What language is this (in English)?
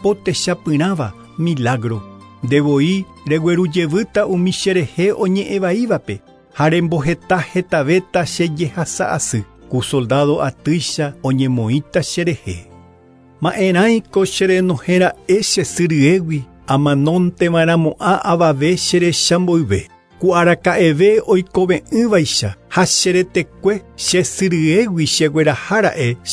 Guarani